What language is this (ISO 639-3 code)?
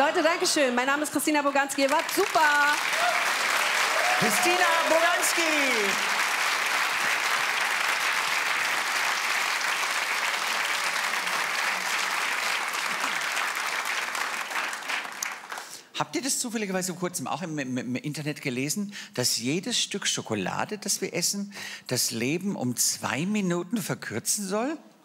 deu